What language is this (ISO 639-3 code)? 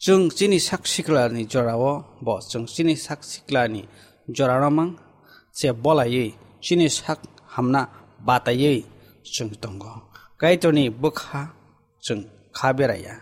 trp